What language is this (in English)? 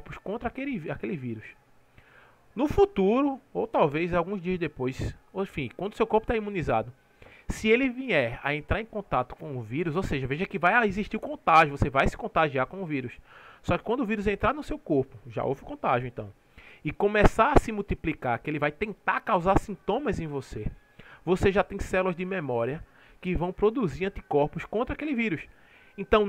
Portuguese